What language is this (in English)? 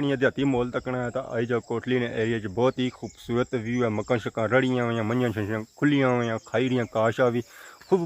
Pahari-Potwari